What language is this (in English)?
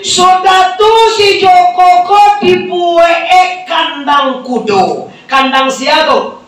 Minangkabau